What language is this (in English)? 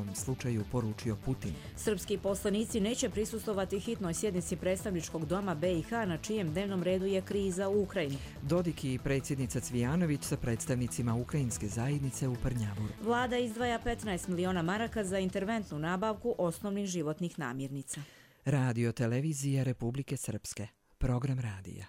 Croatian